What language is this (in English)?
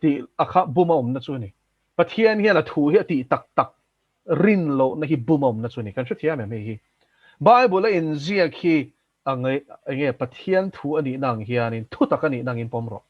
Mizo